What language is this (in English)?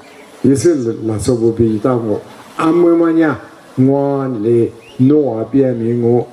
Lisu